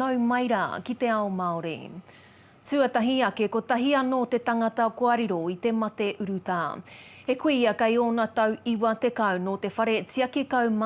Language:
Māori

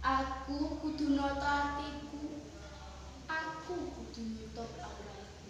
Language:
Javanese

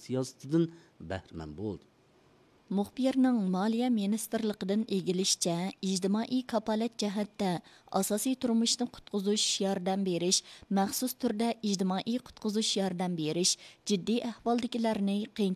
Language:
Uyghur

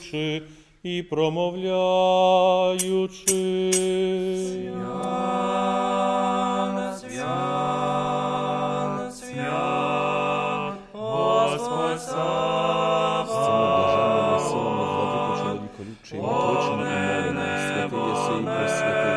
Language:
Ukrainian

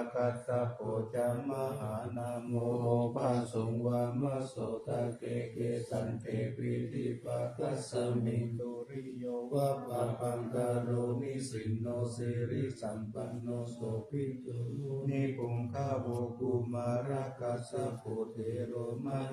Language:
Pali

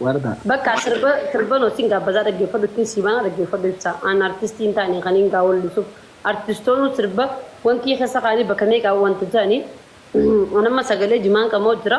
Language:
Oromo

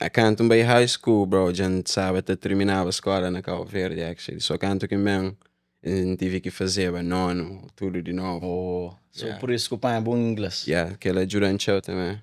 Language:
Kabuverdianu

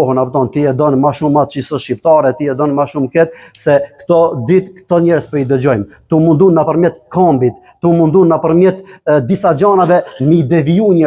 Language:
Albanian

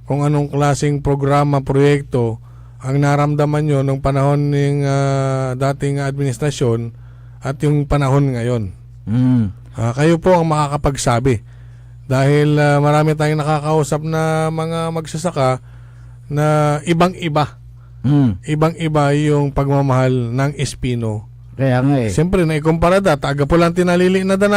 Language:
Pangasinan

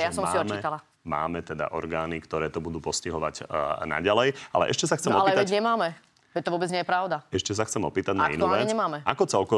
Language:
Slovak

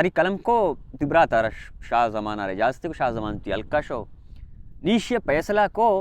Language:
Baluchi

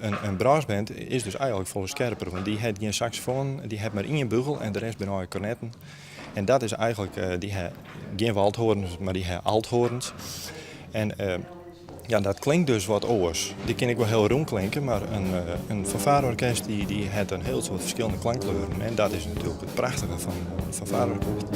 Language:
Western Frisian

